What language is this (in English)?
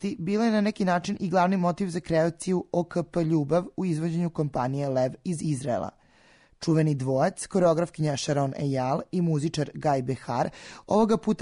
Serbian